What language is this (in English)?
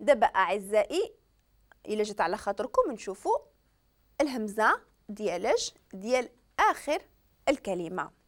Moroccan Arabic